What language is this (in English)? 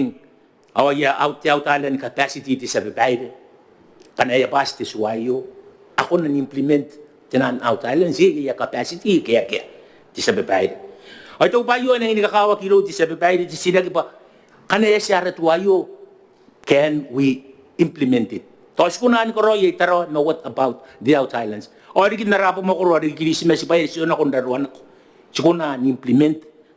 Gilbertese